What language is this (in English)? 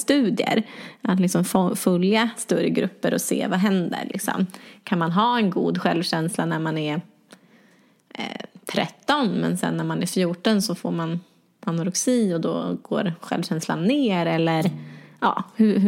Swedish